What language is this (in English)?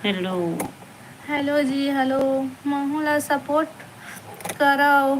Chhattisgarhi